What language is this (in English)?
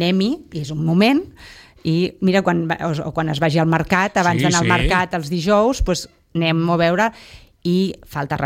Catalan